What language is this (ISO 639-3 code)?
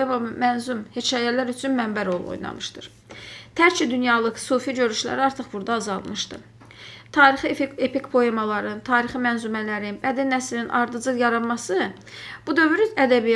aze